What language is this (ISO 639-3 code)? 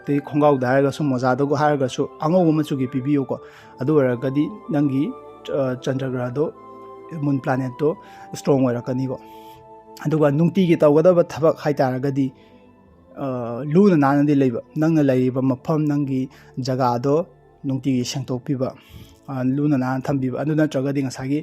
mni